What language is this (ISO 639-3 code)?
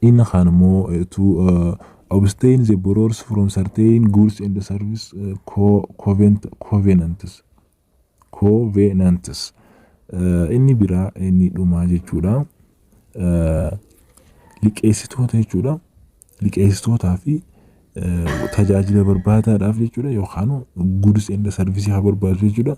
orm